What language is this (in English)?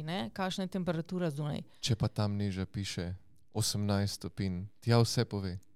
Slovenian